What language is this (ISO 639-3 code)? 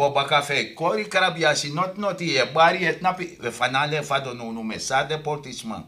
srn